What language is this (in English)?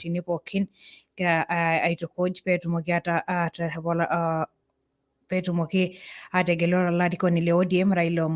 Masai